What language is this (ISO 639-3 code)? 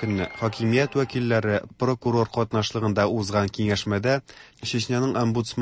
tat